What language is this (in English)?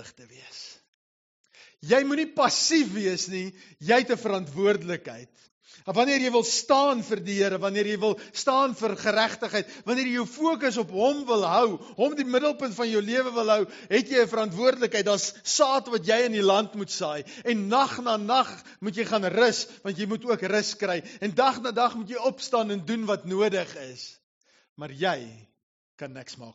Afrikaans